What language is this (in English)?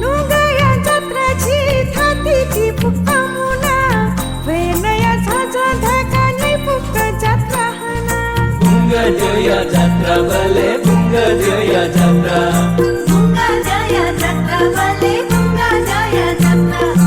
Newari